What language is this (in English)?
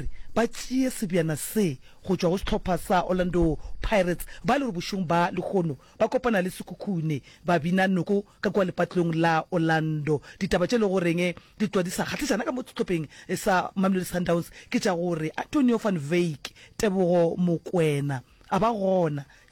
Northern Sotho